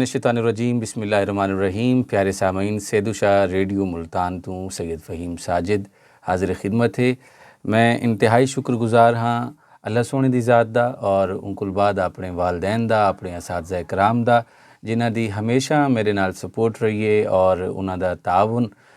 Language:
Saraiki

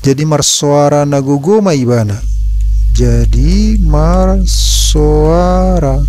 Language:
Batak Toba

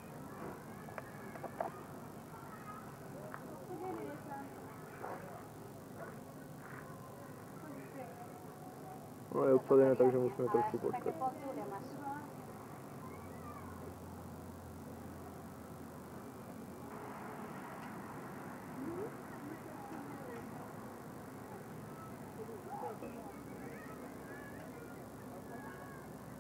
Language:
Slovak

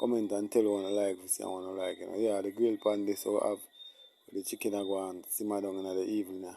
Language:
Jamaican Creole English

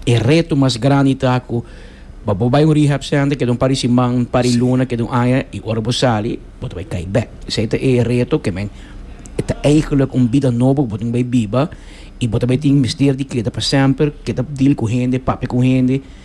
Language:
Papiamento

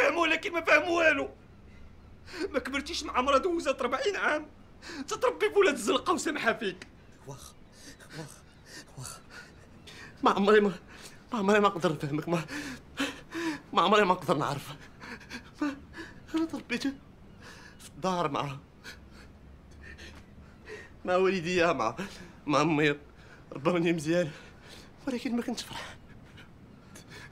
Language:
Moroccan Arabic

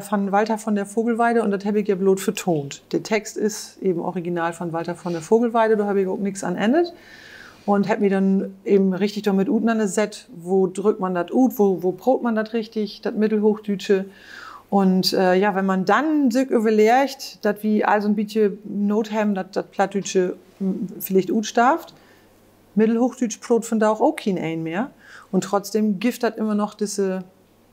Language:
Low German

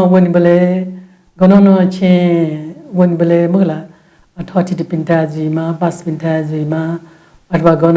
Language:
Newari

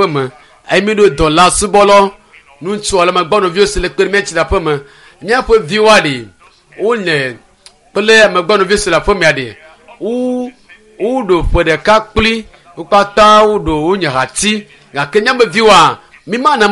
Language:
Ewe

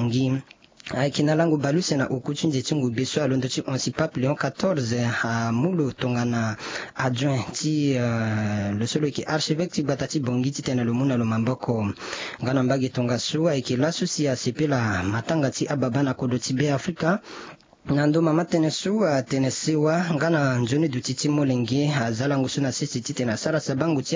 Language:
Sango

